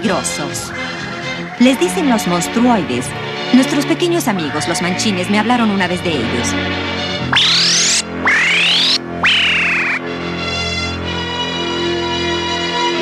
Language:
Spanish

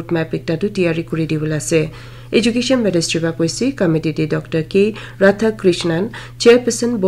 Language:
Naga Pidgin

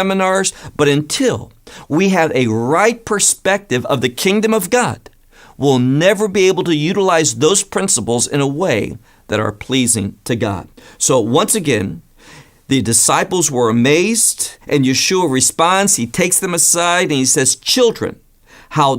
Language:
English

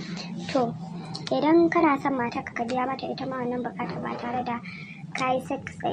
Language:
Hausa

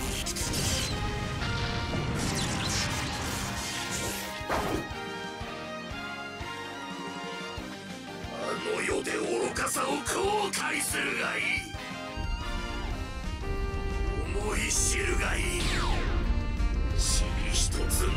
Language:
Japanese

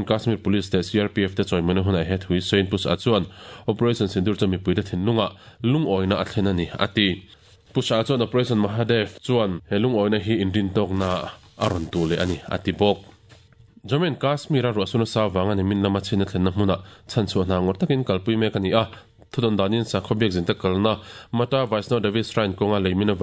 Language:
Mizo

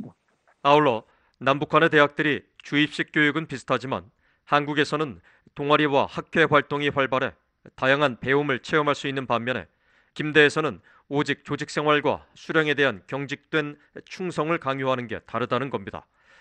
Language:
Korean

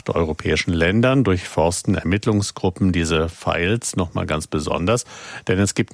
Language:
German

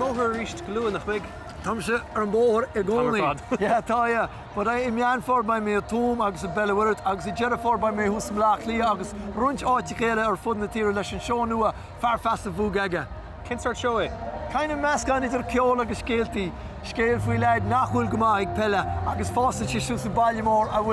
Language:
Irish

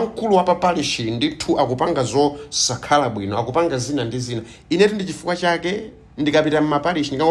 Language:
Nyanja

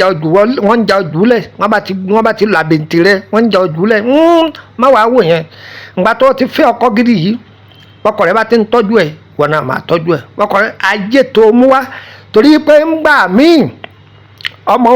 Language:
Yoruba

